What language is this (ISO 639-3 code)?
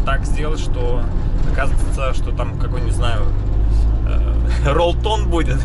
rus